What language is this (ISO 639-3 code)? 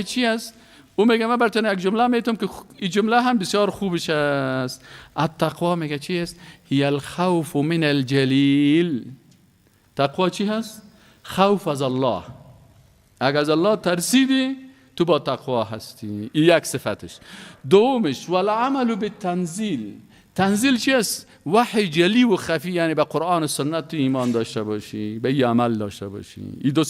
fas